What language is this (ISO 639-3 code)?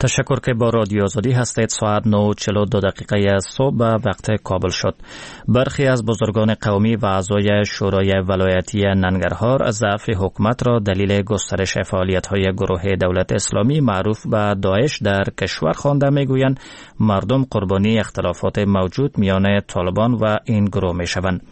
fas